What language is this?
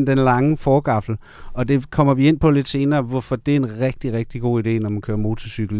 Danish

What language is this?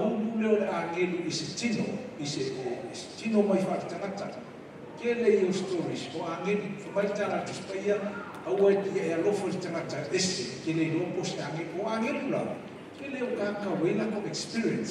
Samoan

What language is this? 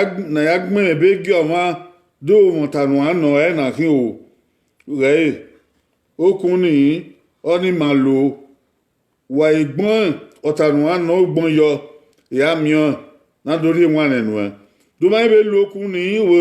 Bini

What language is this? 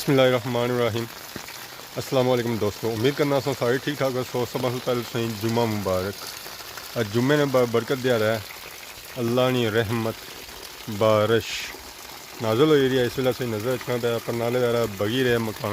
Pahari-Potwari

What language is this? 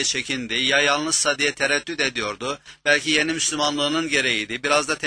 Turkish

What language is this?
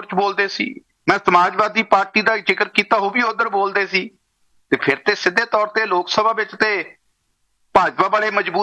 Punjabi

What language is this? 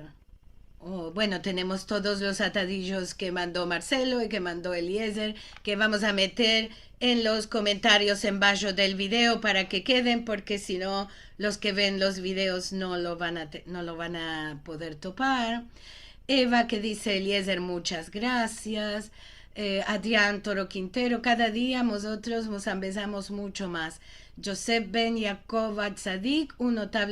Ladino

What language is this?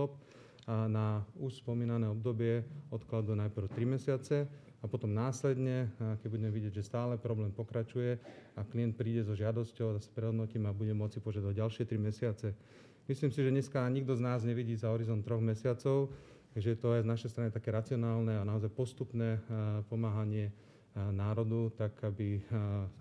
Slovak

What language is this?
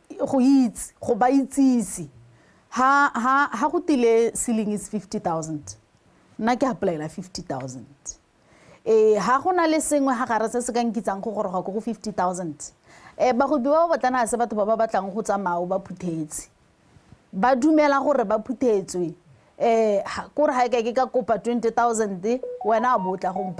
Tswana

